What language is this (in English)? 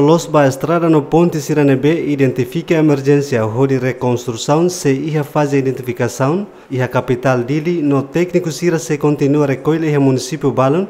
Tetum